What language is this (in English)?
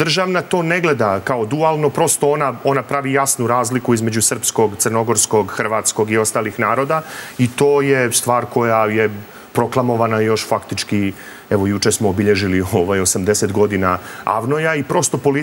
Serbian